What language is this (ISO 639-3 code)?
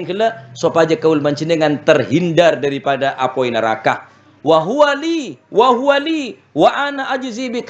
mad